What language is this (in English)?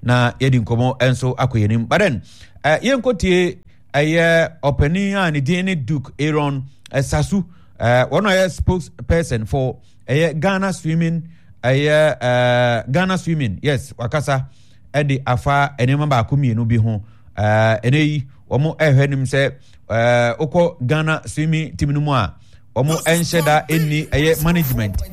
Akan